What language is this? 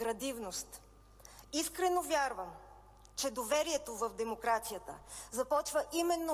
Bulgarian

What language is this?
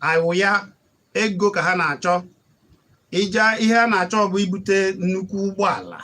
Igbo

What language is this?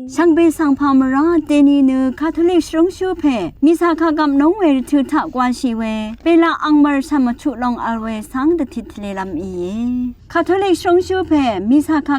Rawang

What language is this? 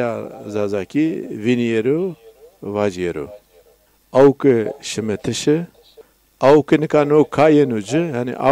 Zaza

